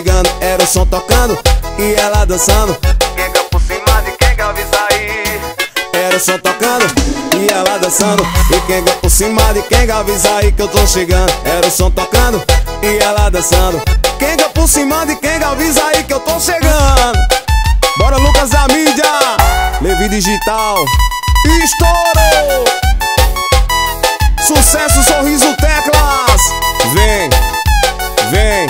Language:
Portuguese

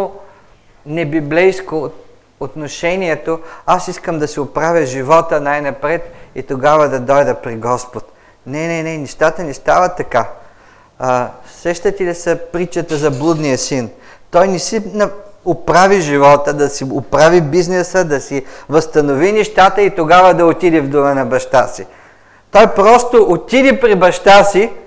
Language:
Bulgarian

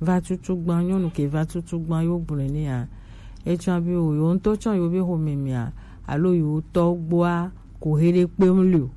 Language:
Gen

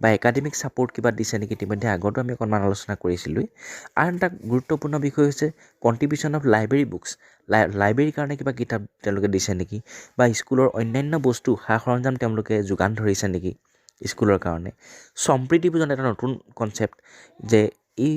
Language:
Assamese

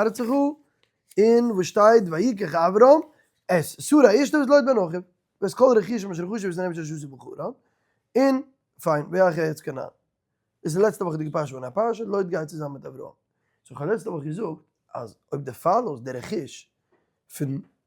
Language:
Yiddish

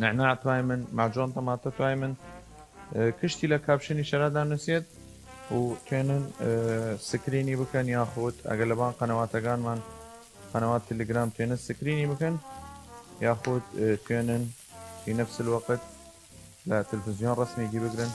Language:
Southern Kurdish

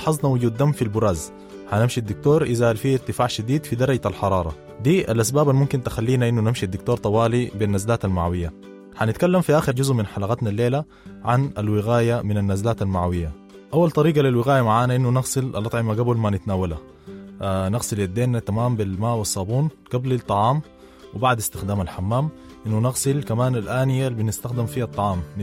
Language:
Sudanese Arabic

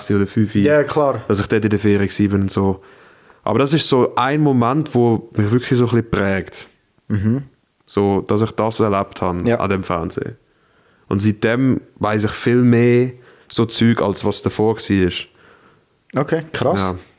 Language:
Swiss German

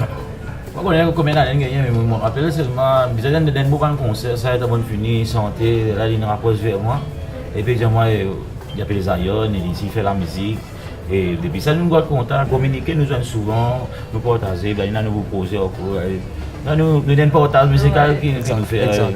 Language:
Morisyen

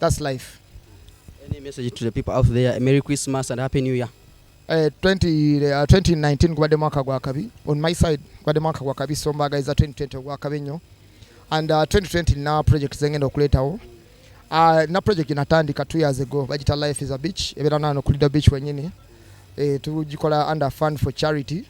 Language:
Ganda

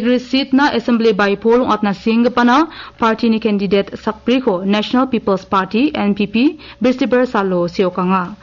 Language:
Garo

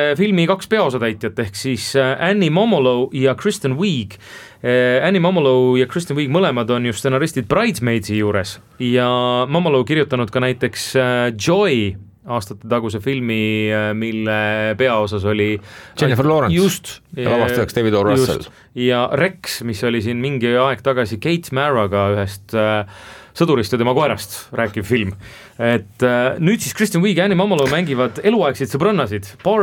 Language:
Estonian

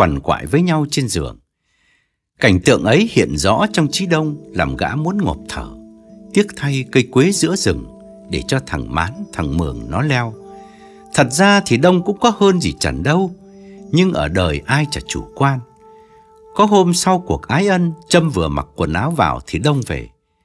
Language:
Vietnamese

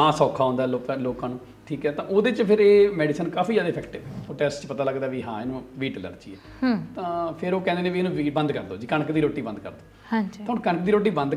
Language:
Punjabi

